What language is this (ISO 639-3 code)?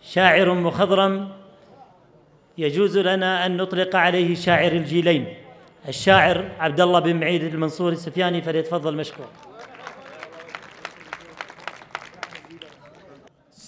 ara